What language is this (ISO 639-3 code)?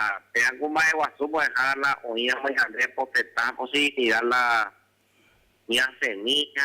grn